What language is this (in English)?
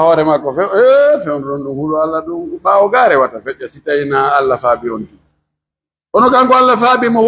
Pular